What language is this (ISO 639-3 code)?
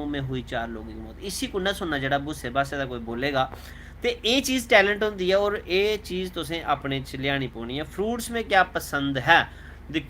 doi